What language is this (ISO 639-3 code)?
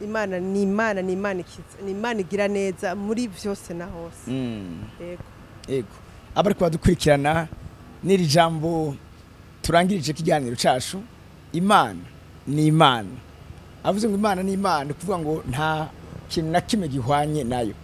run